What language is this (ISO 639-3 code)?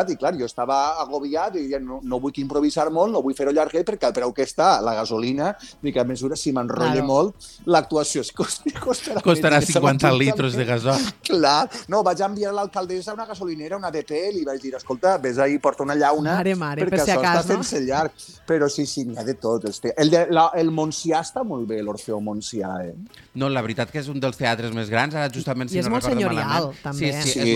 cat